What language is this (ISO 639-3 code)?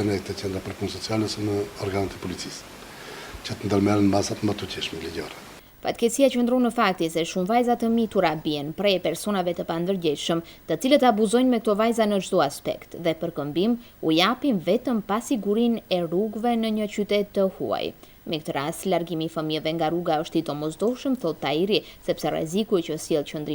sqi